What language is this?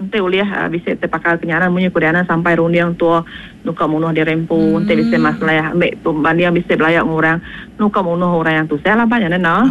Iban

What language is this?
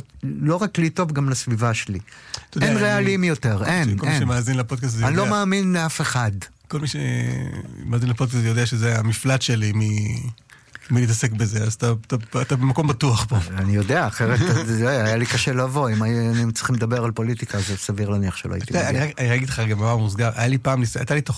Hebrew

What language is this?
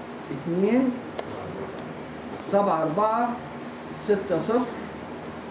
Egyptian Arabic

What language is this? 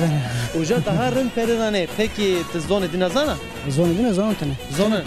Zaza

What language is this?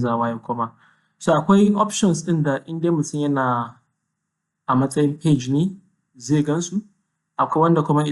Hausa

